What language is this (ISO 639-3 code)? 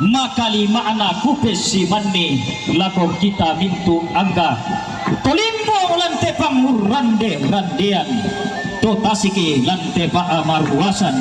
sda